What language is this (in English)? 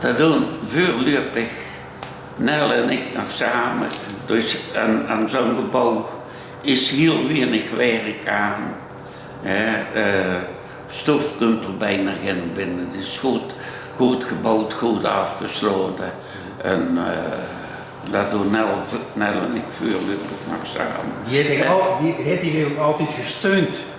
Limburgish